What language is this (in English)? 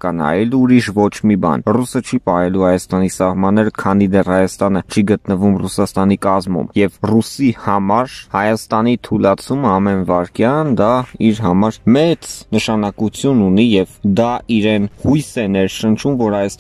Armenian